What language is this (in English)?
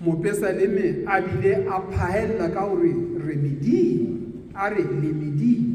Southern Sotho